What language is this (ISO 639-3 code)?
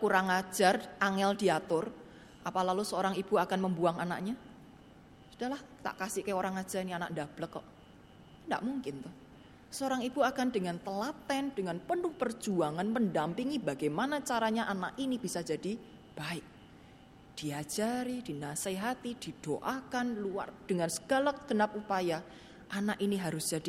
ind